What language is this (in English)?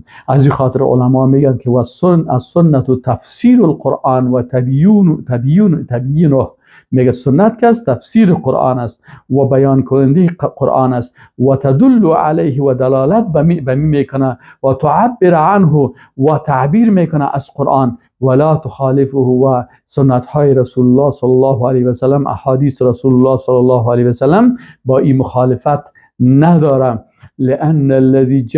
Persian